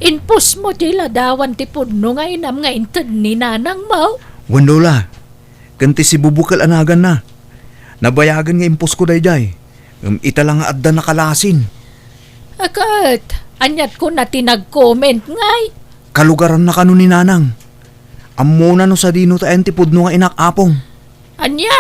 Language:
Iloko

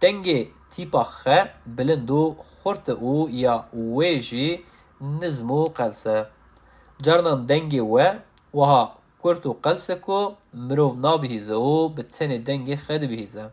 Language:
Kurdish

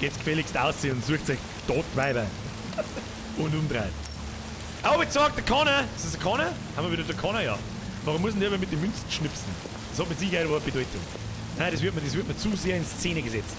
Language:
Bavarian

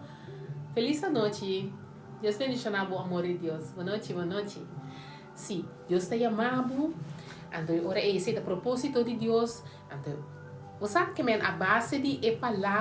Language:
Papiamento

